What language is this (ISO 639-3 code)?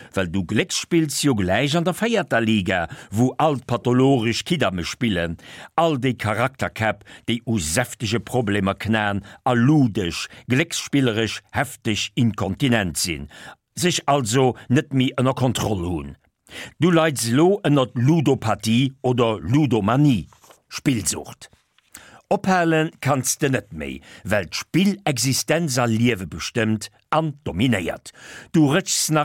ltz